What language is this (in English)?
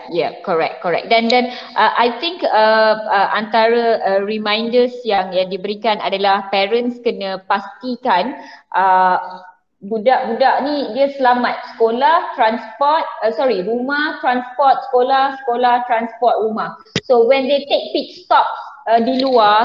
Malay